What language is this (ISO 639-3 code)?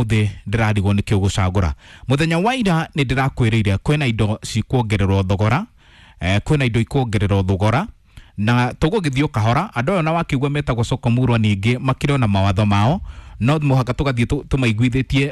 kik